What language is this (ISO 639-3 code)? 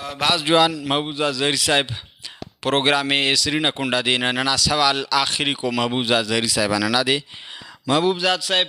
brh